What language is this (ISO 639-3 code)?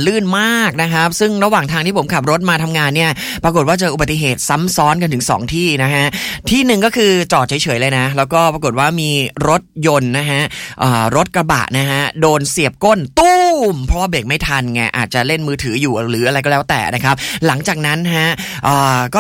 tha